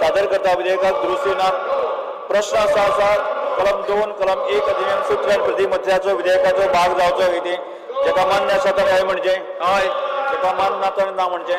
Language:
Konkani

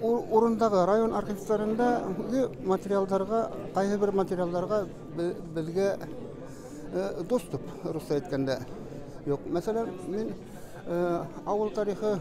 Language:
Bashkir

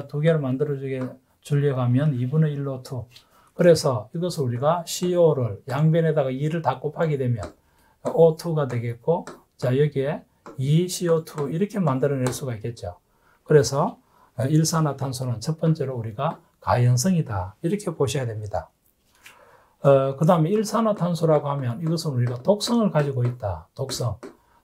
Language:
Korean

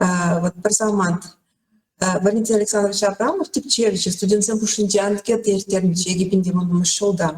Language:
Chuvash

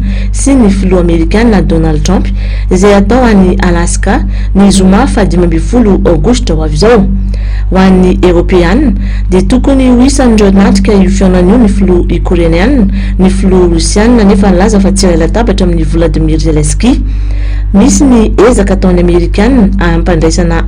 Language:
Malagasy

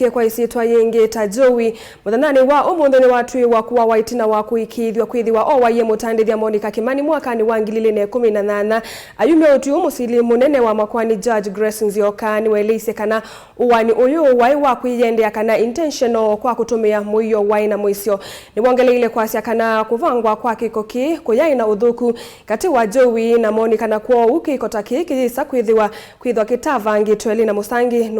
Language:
Kamba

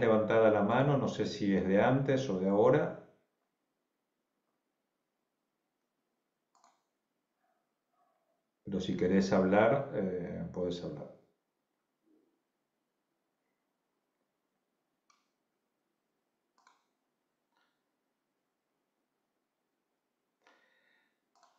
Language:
Spanish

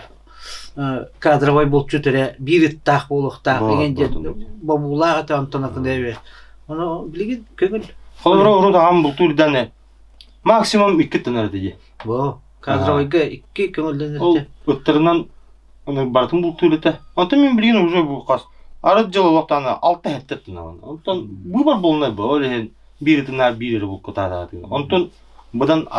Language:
Yakut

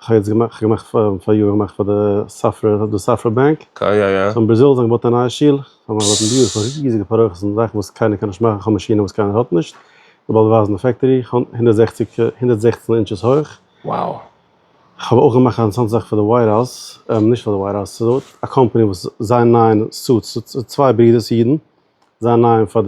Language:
Yiddish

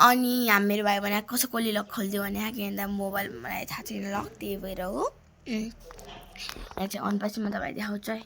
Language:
Nepali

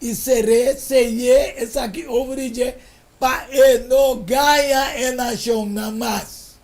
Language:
Papiamento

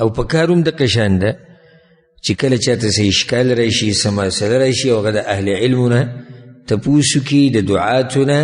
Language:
Pashto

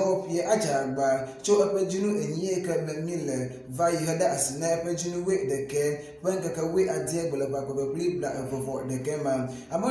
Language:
Ewe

